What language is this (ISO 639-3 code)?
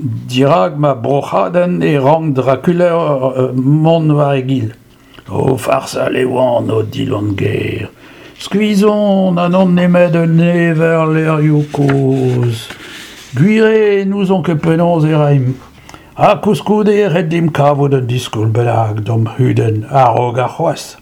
bre